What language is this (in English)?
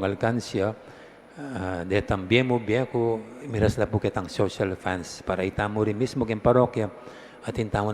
Pampanga